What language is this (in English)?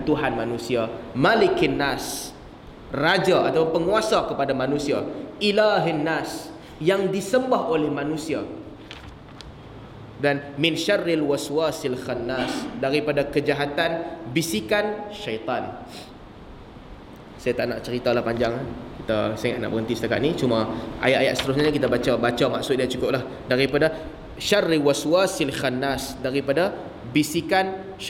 Malay